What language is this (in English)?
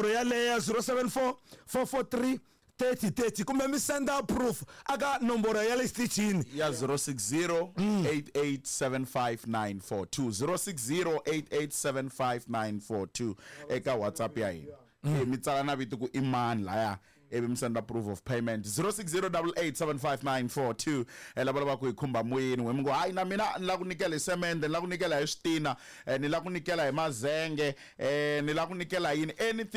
Tsonga